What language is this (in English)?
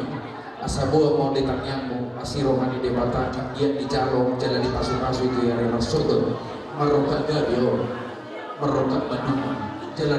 Batak Toba